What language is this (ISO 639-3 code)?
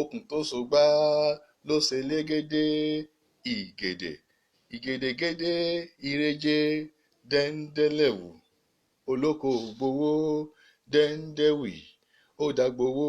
yor